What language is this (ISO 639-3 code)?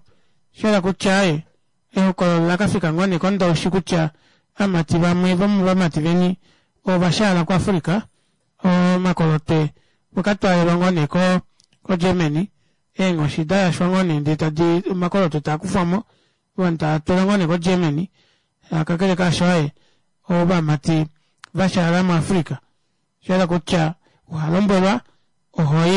kua